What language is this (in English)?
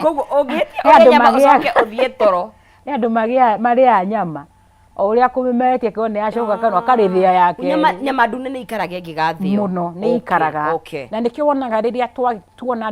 Kikuyu